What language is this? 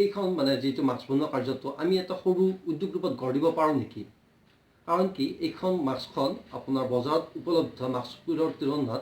Assamese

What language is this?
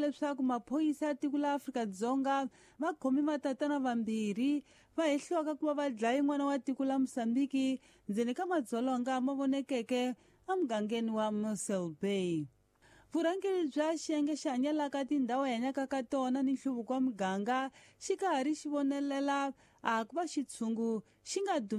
Tsonga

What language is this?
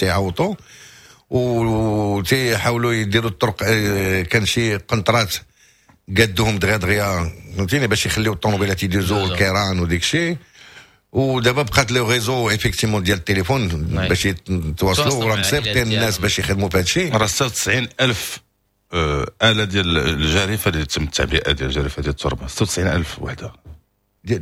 Moroccan Arabic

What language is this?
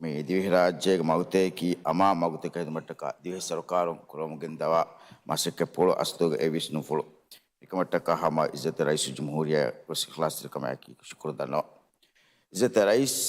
Divehi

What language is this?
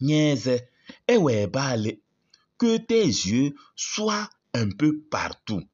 Kabiyè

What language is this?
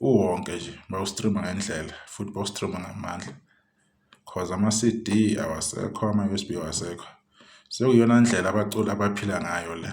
Zulu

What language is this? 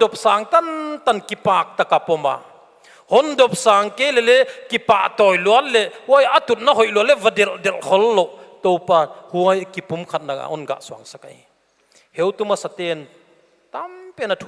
Paite Chin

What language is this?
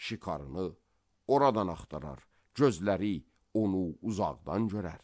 Azerbaijani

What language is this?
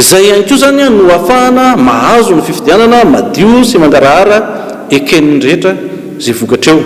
Malagasy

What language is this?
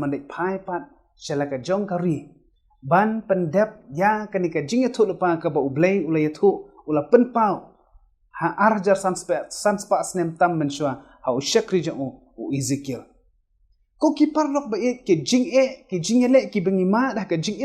Khasi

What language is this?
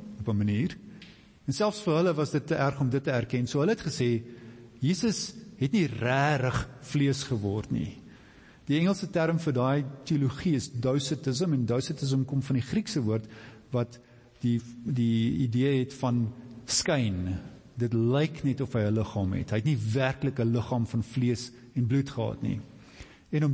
Afrikaans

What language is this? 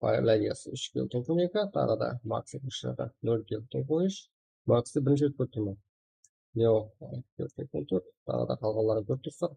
Kara-Kalpak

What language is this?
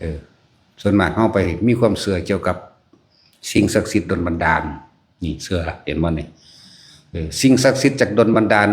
Northeastern Thai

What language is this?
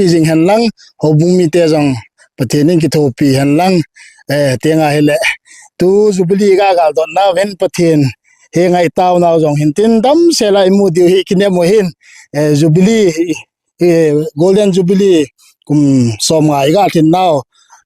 Thado Chin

